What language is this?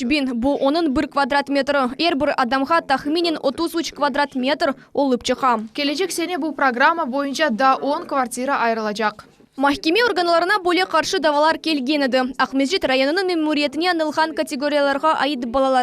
Crimean Tatar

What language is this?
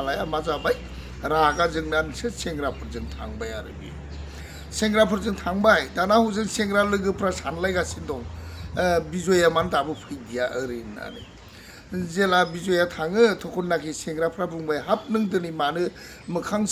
Bodo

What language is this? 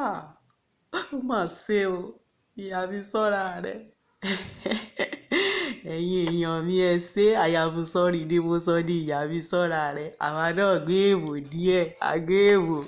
Yoruba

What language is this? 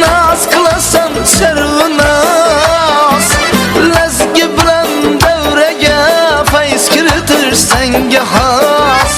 Kara-Kalpak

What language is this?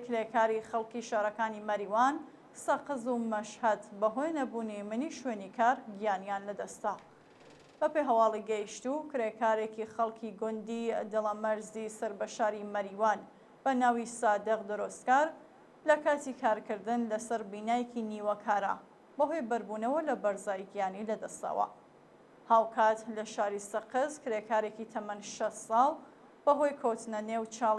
Central Kurdish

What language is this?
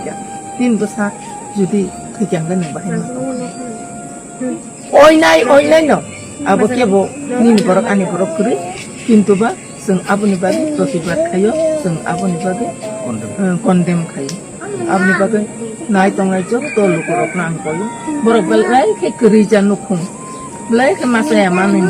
Kok Borok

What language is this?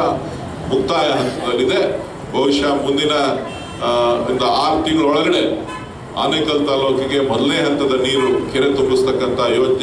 Kannada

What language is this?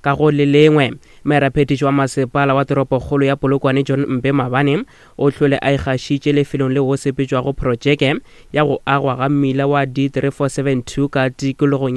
Northern Sotho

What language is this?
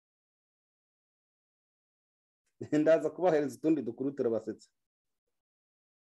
Kinyarwanda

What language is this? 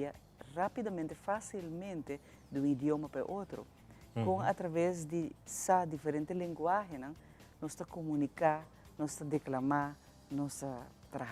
Papiamento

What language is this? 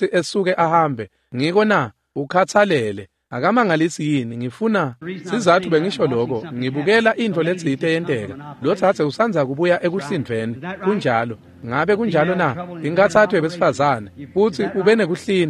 Swati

